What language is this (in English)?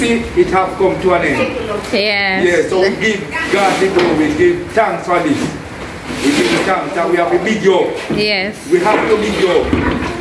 Jamaican Creole English